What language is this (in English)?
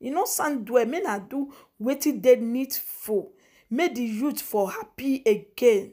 Nigerian Pidgin